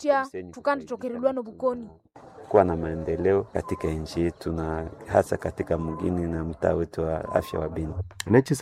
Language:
Nande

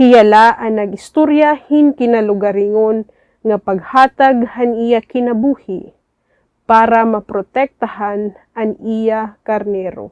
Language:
Waray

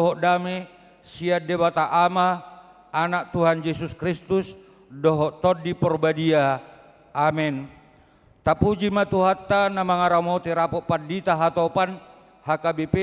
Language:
Batak Toba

